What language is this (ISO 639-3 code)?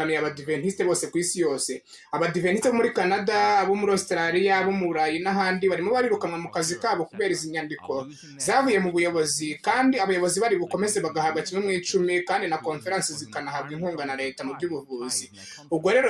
kin